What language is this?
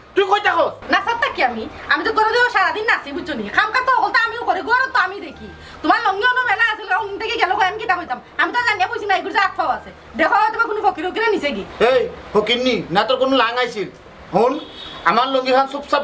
Sylheti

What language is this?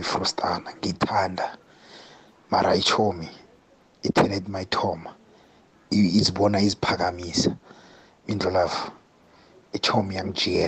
South Ndebele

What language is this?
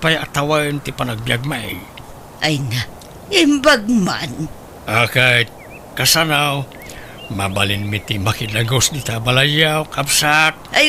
Iloko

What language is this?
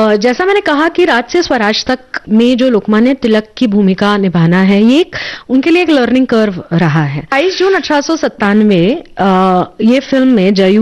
Hindi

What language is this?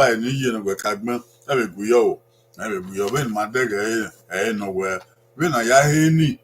Bini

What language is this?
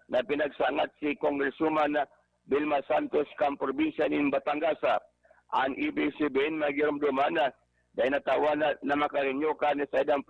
Bikol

